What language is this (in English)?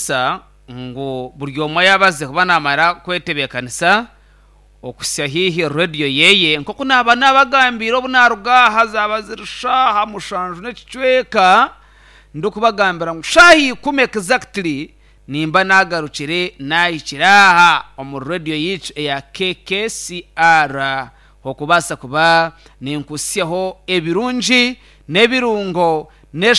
Nyankole